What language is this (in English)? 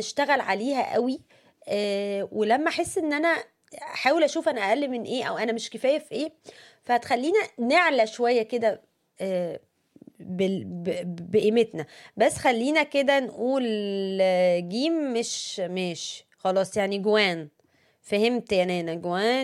Egyptian Arabic